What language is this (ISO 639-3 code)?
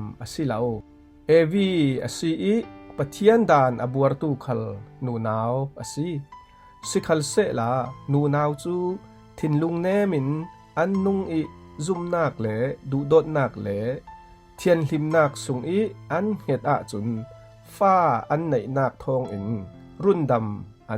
cfm